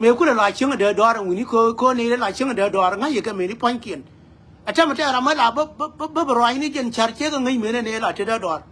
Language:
Nuer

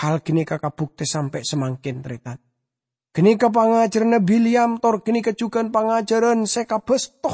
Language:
Madurese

